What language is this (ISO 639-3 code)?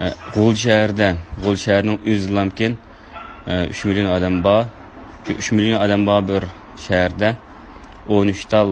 uig